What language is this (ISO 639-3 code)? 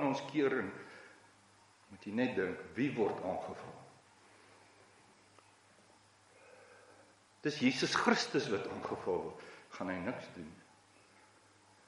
afr